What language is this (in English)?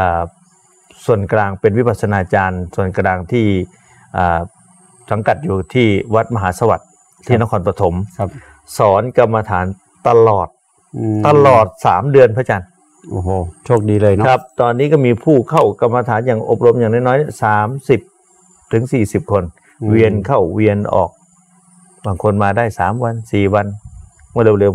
Thai